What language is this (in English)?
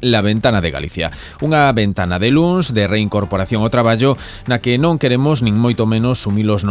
Galician